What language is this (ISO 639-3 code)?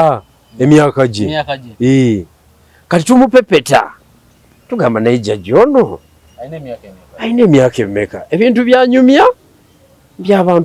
lug